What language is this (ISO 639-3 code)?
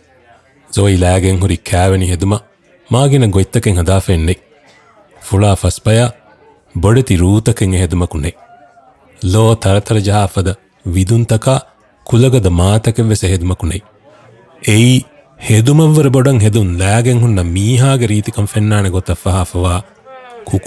div